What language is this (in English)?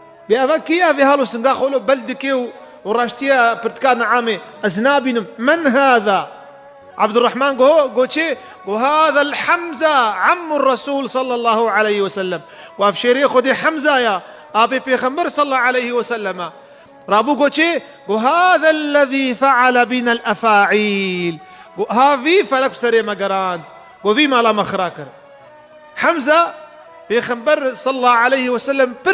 Kurdish